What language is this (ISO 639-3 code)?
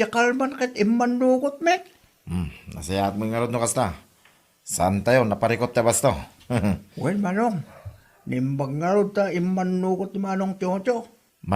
ilo